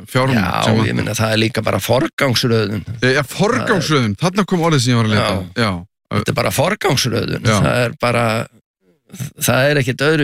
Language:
Icelandic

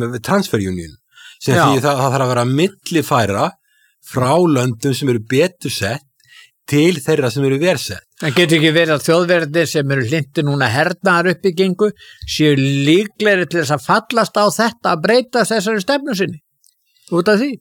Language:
Icelandic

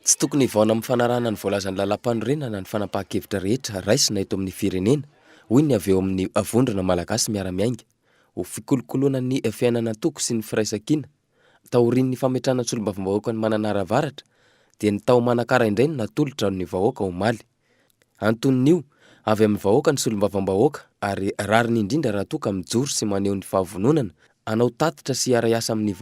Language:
Malagasy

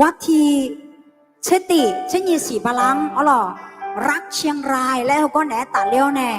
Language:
Akha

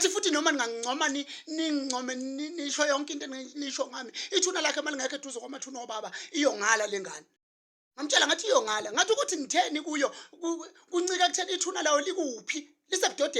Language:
Zulu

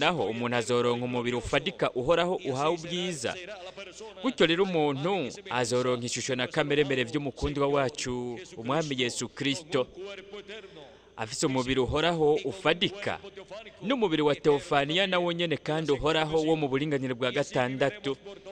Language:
Rundi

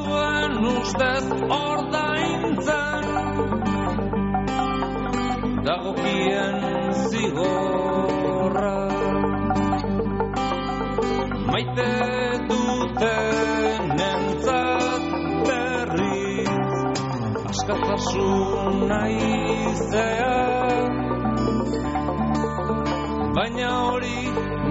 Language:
Basque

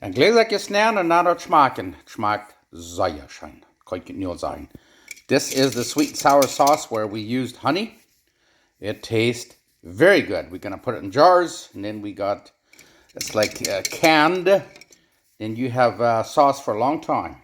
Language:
Plautdietsch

